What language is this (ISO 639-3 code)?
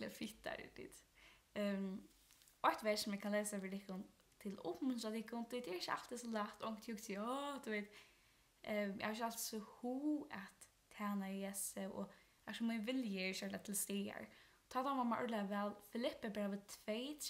fao